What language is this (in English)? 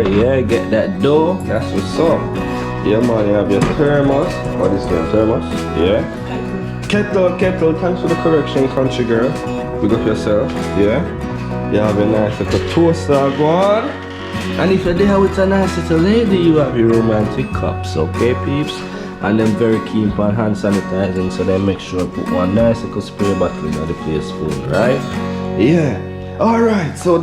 Jamaican Creole English